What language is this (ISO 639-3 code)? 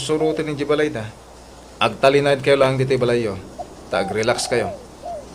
ilo